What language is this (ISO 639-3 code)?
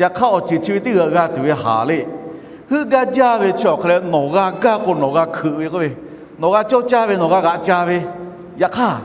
lhu